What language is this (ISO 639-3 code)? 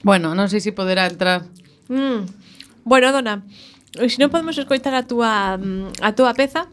glg